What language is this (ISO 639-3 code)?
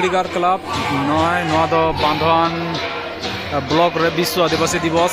sat